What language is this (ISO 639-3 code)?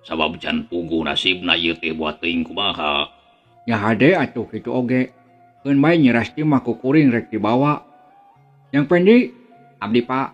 sun